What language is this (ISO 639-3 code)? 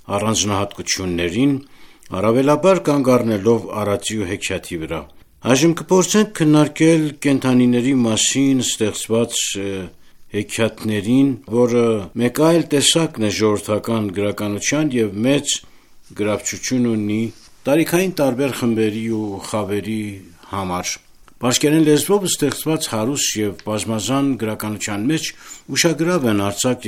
hye